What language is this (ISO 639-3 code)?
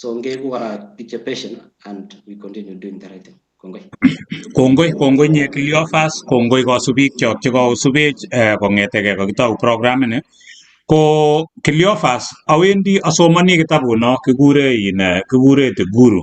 kln